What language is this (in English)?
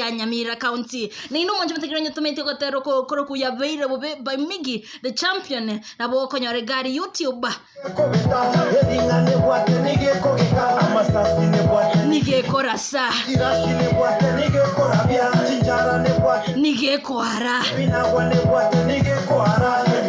Gusii